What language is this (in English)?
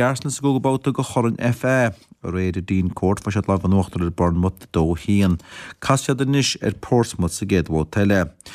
Irish